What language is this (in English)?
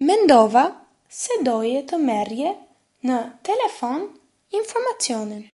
Albanian